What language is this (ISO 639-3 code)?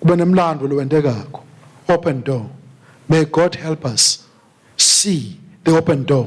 ssw